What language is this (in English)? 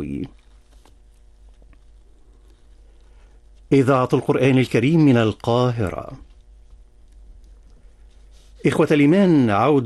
Arabic